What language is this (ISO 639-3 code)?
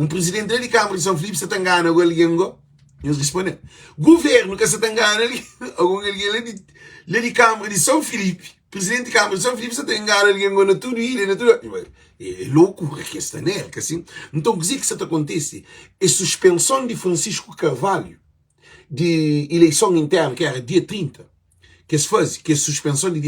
kea